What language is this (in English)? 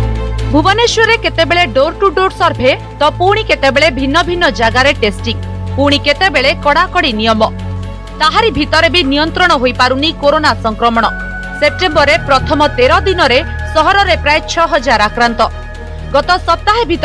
Odia